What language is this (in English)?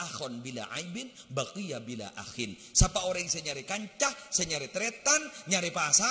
Madurese